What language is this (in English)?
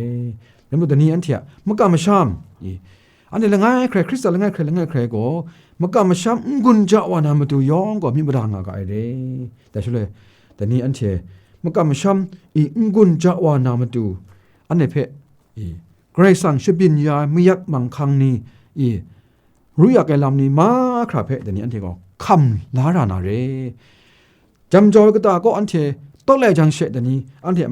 Kachin